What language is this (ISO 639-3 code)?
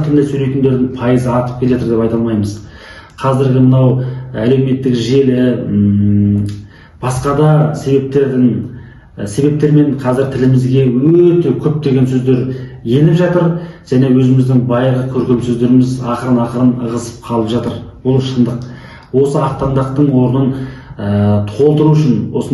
kaz